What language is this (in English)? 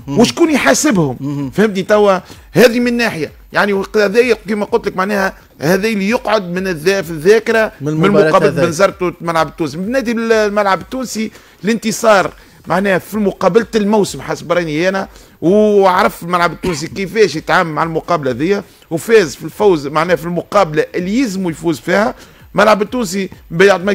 Tunisian Arabic